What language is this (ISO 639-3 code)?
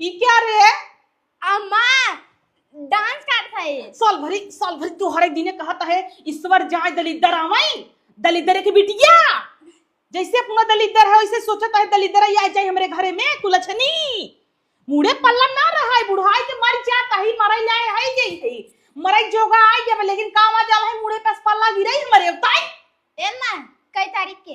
awa